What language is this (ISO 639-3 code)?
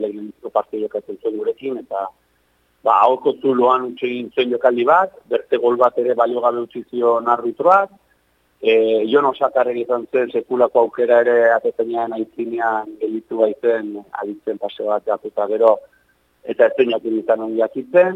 eus